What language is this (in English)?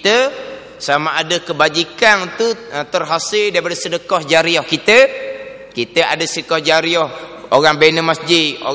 Malay